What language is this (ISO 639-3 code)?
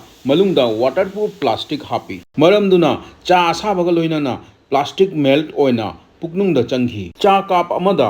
mni